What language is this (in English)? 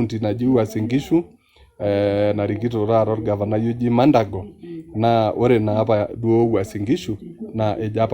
Masai